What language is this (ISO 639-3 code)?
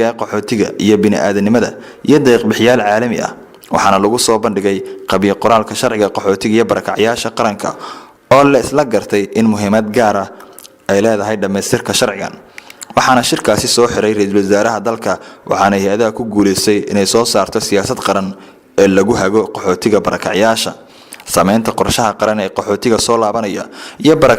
som